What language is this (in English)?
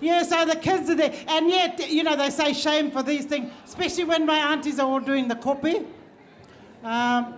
Māori